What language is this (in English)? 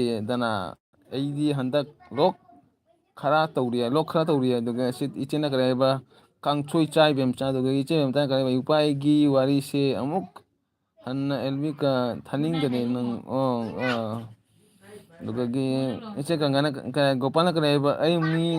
Manipuri